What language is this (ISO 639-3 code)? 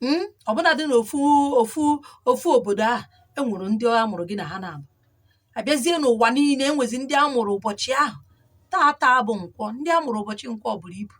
ibo